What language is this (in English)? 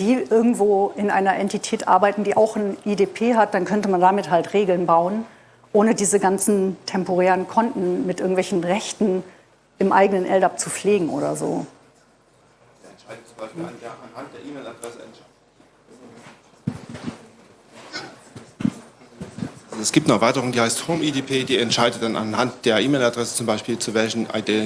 German